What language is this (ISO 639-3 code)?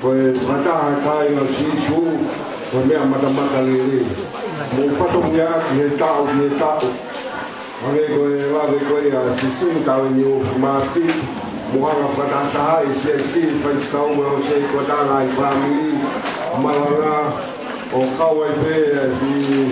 ton